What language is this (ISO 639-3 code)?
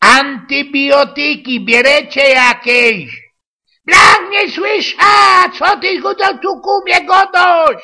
szl